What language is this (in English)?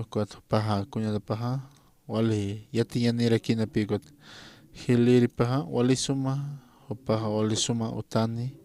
Aymara